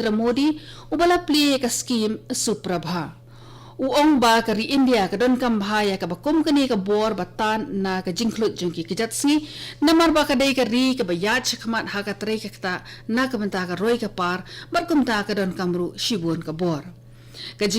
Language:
Khasi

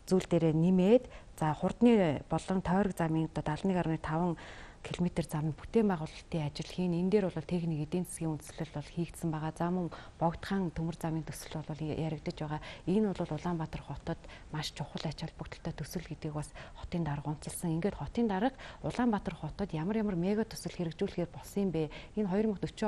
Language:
Mongolian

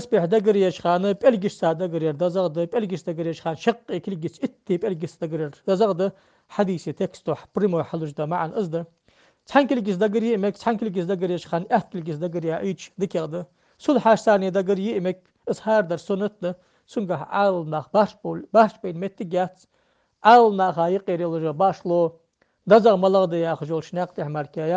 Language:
Ingush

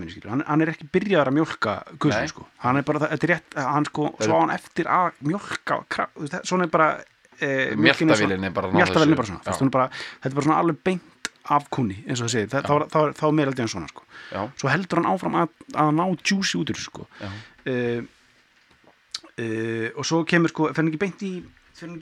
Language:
Icelandic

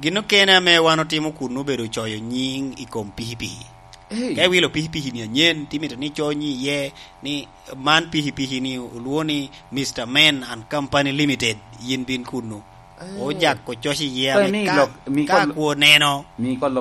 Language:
Lango (Uganda)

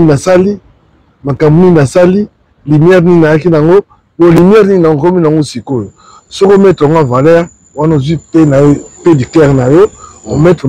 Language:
Lingala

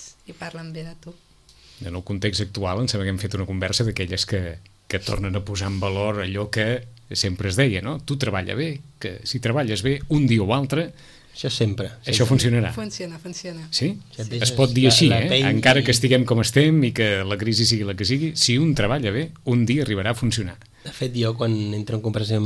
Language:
Catalan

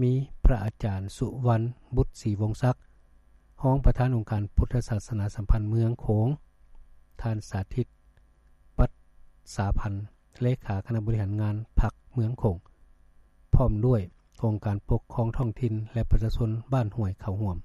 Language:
Lao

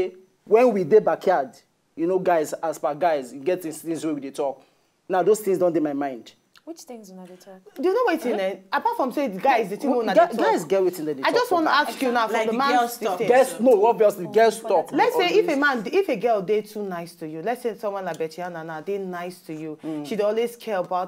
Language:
Nigerian Pidgin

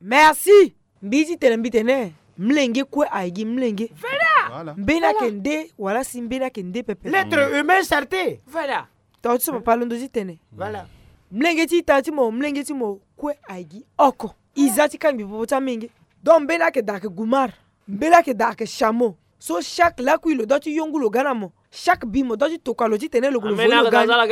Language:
Sango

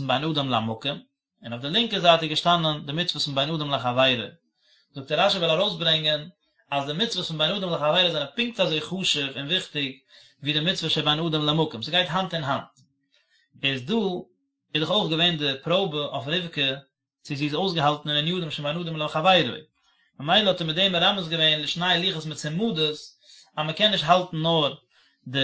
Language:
Yiddish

